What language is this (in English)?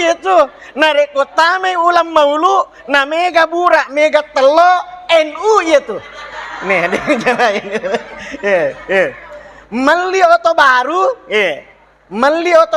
Buginese